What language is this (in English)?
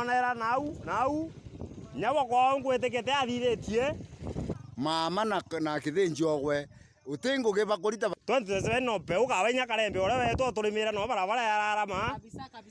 Meru